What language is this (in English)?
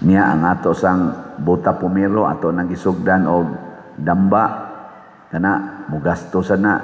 Cebuano